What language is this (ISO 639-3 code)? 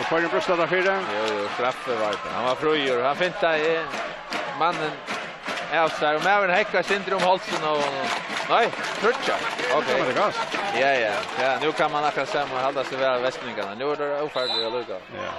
fao